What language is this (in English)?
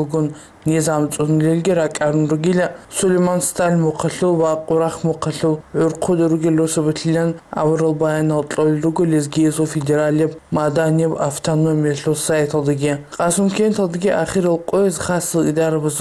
Avaric